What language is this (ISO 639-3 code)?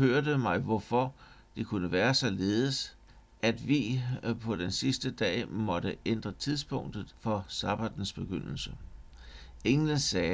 dan